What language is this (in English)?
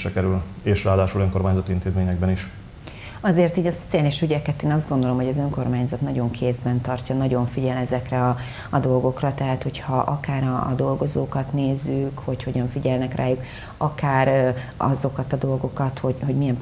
Hungarian